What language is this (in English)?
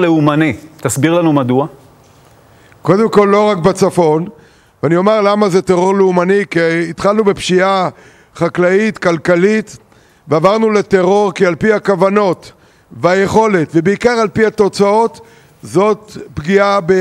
Hebrew